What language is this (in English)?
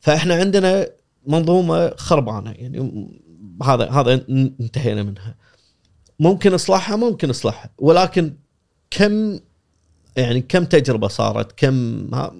Gulf Arabic